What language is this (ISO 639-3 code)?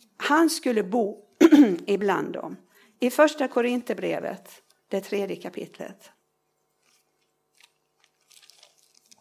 swe